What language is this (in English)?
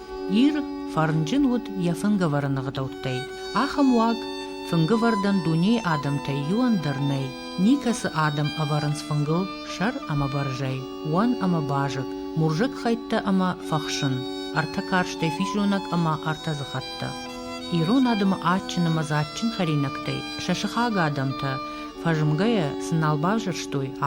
Ossetic